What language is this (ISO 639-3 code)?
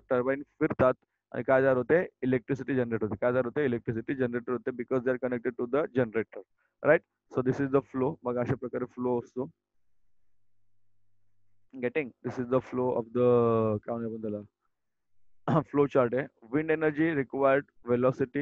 mar